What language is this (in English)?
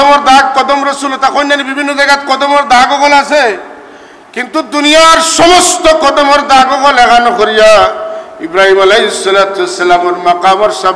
Sylheti